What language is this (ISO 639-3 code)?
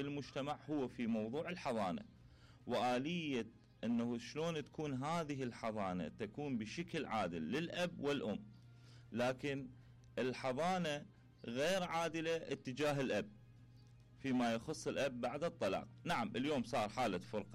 acm